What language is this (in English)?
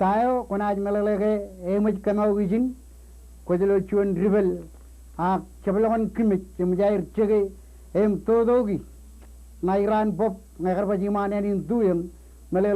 Marshallese